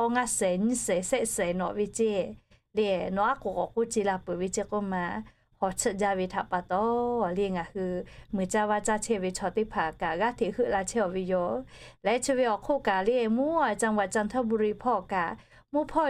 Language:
Lahu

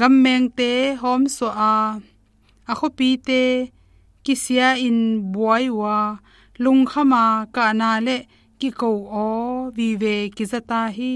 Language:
Tedim Chin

